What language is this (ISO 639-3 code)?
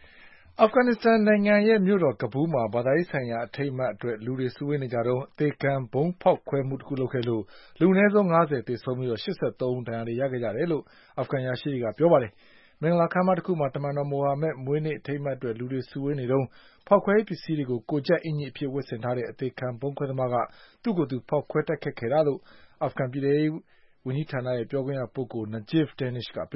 mya